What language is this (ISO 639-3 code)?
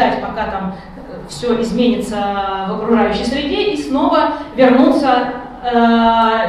rus